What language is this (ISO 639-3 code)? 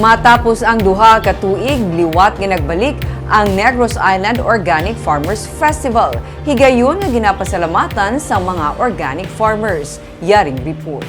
hil